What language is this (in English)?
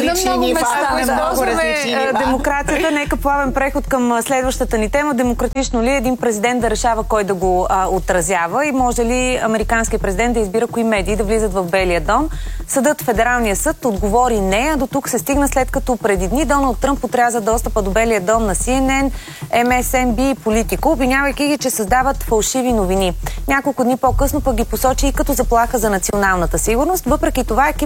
Bulgarian